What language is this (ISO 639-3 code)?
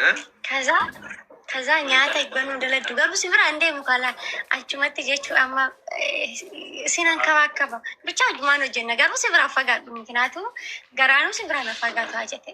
orm